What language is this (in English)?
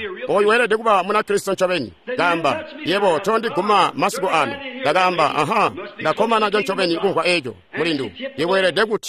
Tonga (Zambia)